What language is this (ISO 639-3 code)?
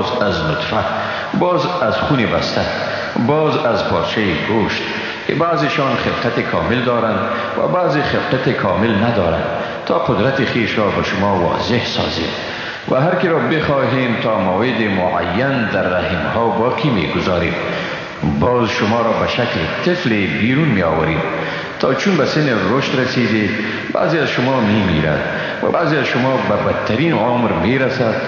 fas